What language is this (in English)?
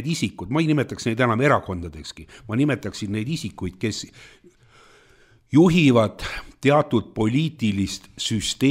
Estonian